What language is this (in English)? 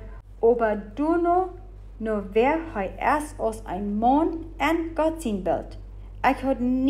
Plautdietsch